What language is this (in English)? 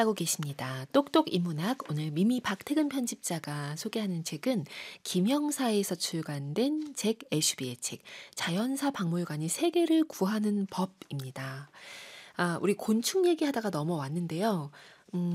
Korean